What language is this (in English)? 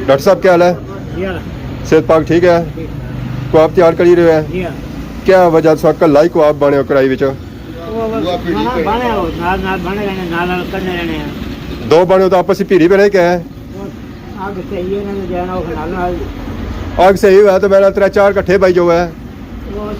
Pahari-Potwari